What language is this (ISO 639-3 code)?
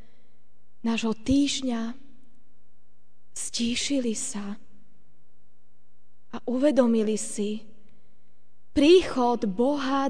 slk